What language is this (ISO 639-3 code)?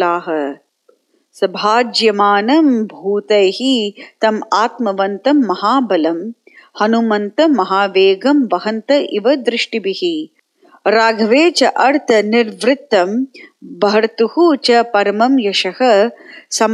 san